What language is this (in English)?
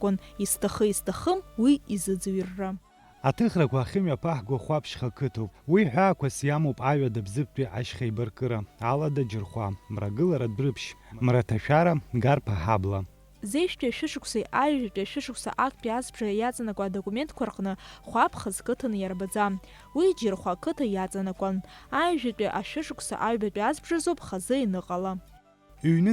Abkhazian